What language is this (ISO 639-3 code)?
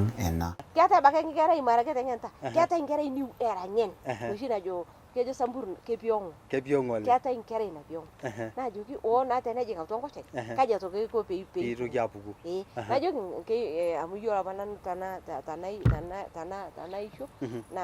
mas